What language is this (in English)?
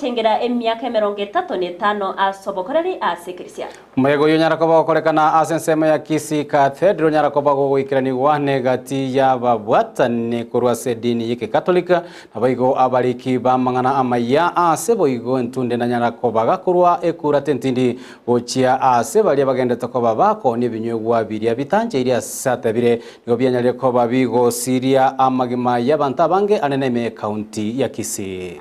Gusii